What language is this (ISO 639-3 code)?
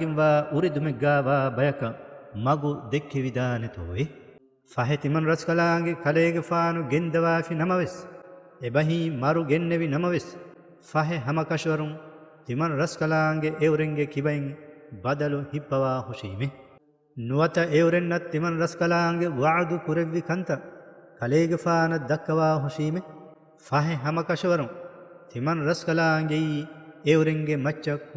div